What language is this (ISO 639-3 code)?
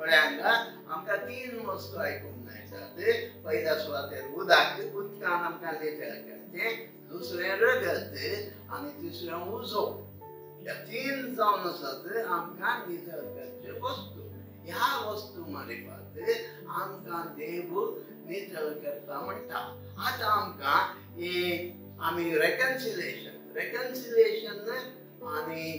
kok